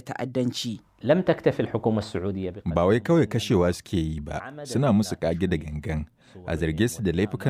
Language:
Hausa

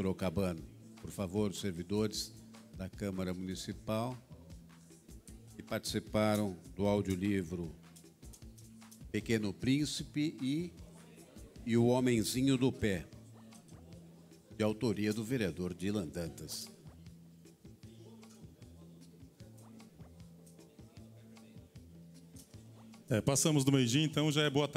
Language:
Portuguese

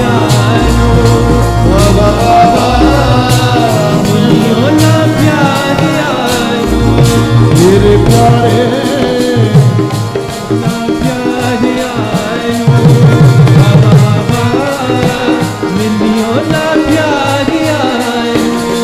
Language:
Punjabi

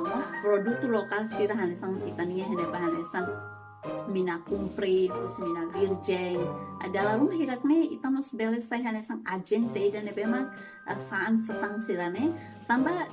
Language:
Tetum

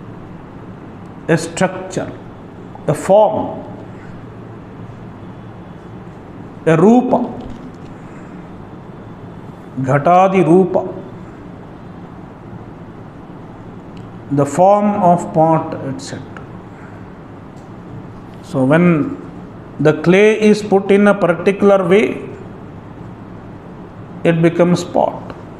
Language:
English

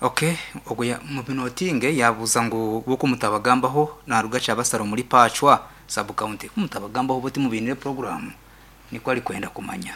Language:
Nyankole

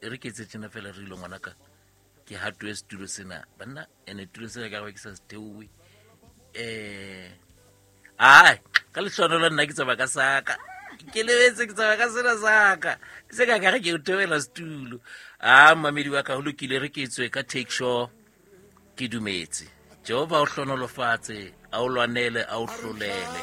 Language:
Southern Sotho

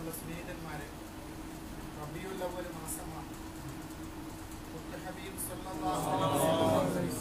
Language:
Malayalam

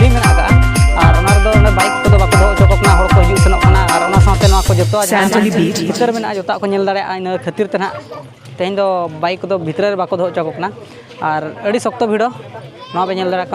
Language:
Santali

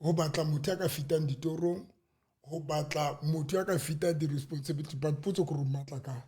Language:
Southern Sotho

